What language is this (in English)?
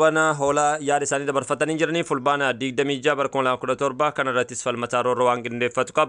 Oromo